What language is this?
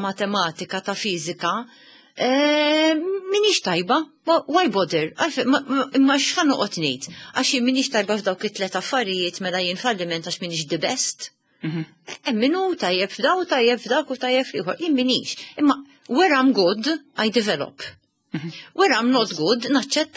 Maltese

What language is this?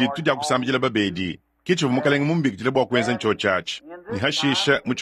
Luba-Lulua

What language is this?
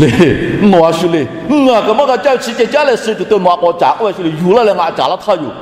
Lahu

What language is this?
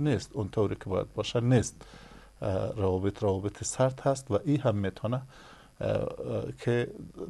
Persian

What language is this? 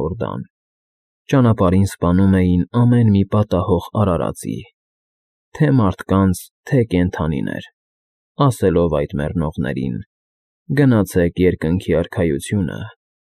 Armenian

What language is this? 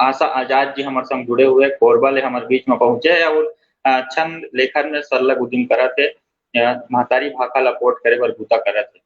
Chhattisgarhi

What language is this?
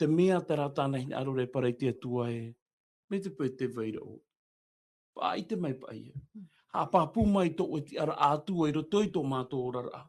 Tahitian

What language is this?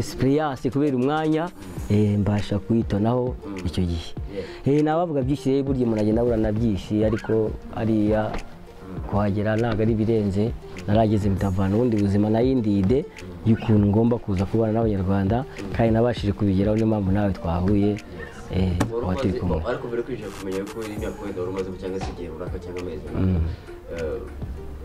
Kinyarwanda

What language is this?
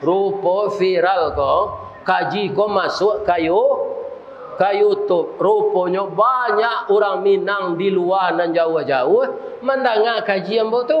Minangkabau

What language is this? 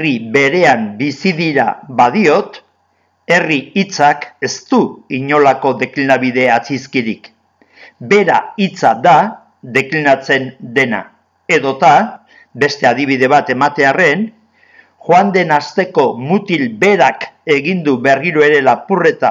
Basque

